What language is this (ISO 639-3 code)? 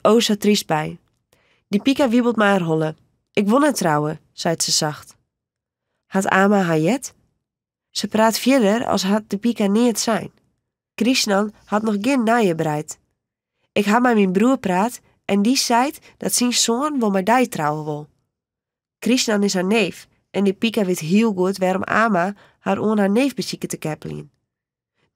fry